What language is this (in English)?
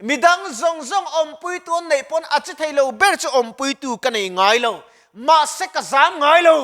Mizo